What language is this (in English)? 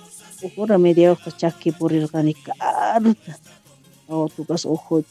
South Bolivian Quechua